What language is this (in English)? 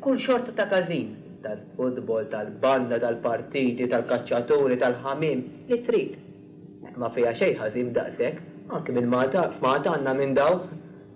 Maltese